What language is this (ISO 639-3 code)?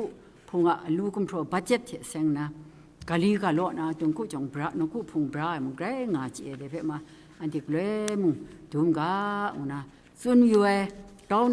kac